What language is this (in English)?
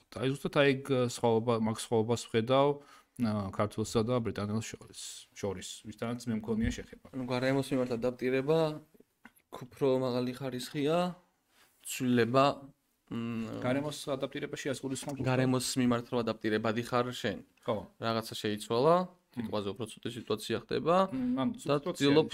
Georgian